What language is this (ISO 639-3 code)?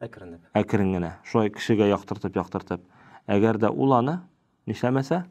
tat